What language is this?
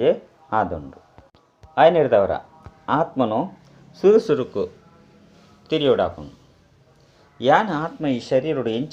Tulu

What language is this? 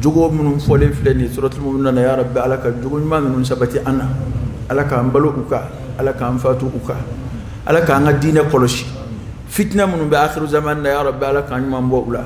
Dyula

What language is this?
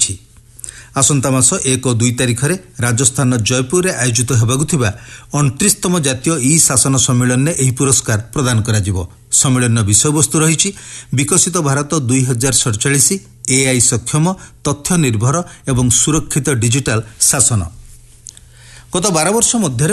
Odia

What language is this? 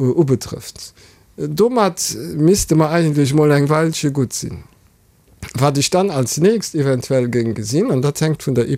Luxembourgish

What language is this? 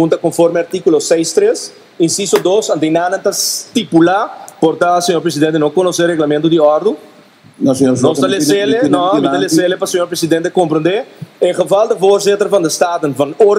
Papiamento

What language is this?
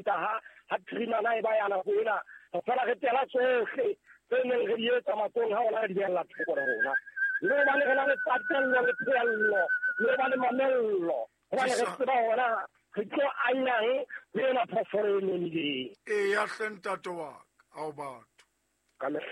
Southern Sotho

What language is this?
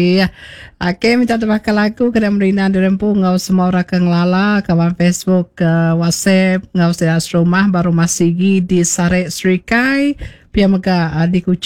Iban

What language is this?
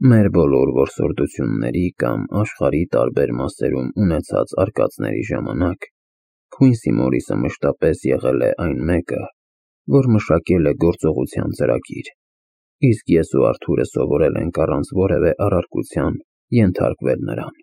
Armenian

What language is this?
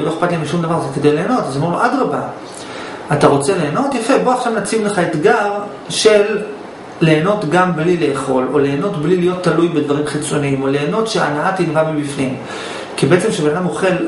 Hebrew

